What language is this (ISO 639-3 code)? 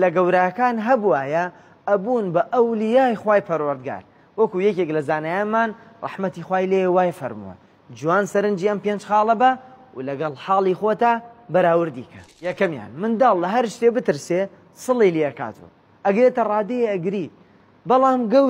ckb